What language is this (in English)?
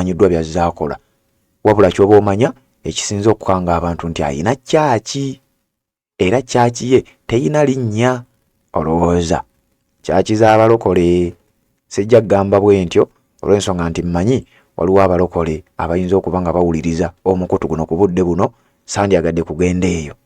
Ganda